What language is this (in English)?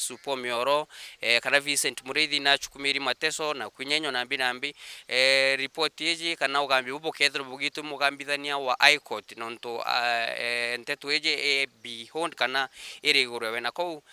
Meru